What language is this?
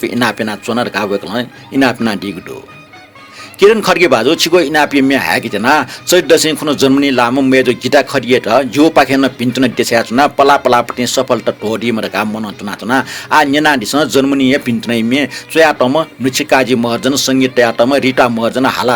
Newari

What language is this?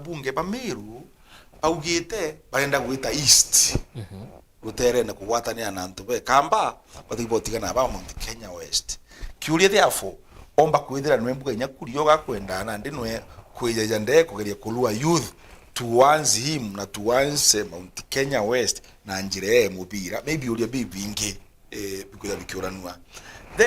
Meru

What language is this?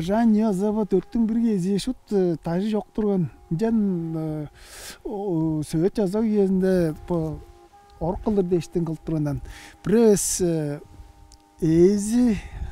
Tuvinian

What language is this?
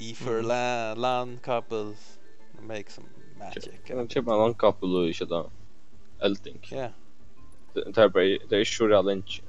Faroese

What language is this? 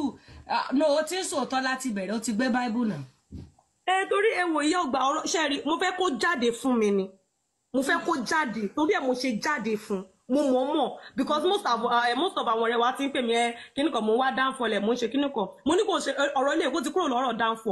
Yoruba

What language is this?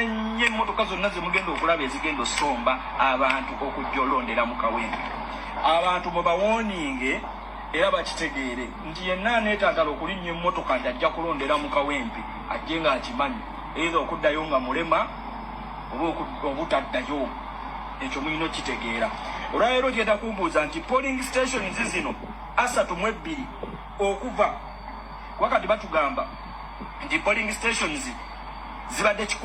Ganda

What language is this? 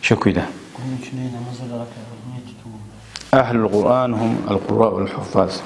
Kumyk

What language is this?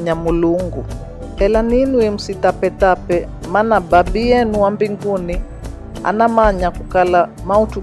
Giryama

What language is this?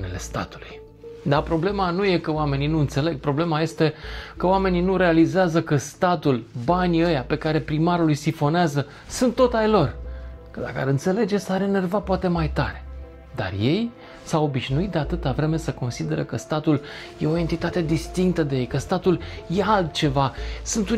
Romanian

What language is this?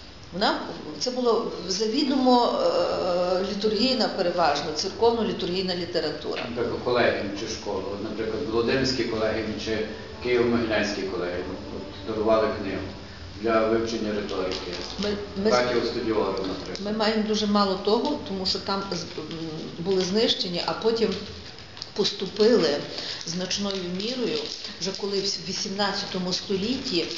Ukrainian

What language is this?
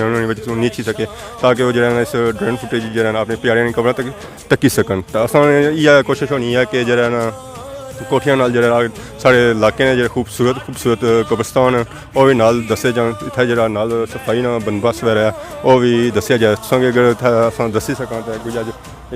Pahari-Potwari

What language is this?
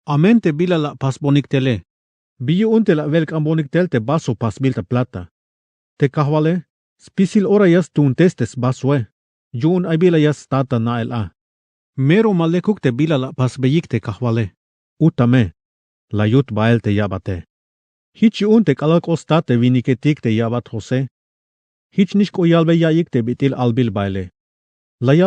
Tzeltal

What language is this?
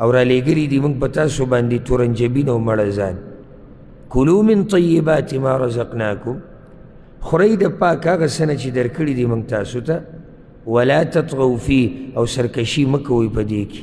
Pashto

